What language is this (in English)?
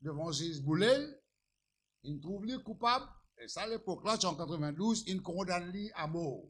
Morisyen